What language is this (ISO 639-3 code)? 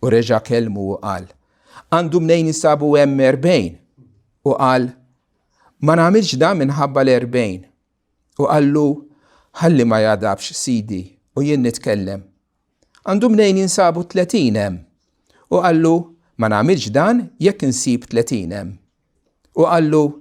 mlt